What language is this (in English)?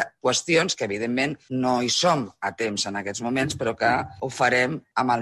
Catalan